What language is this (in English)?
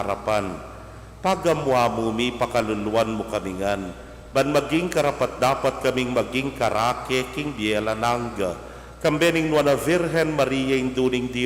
Pampanga